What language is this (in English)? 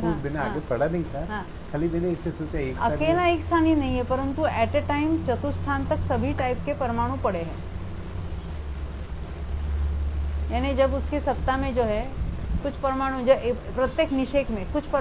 Hindi